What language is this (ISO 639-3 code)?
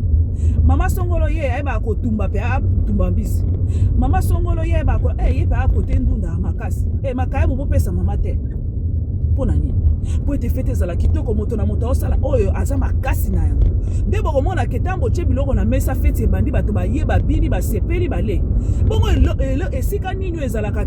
lin